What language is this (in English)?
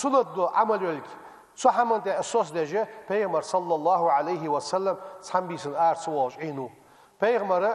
Ingush